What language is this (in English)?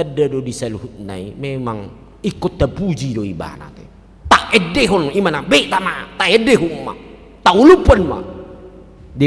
Batak Toba